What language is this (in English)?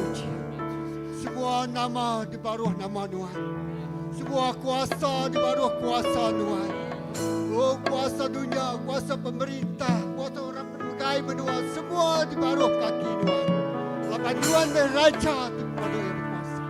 Iban